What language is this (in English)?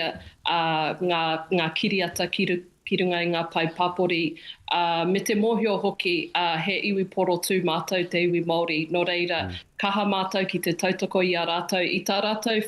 Māori